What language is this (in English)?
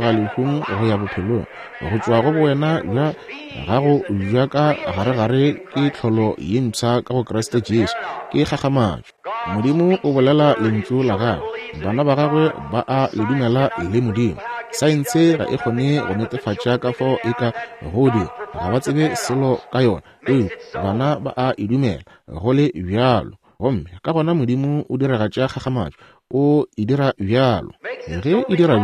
Northern Sotho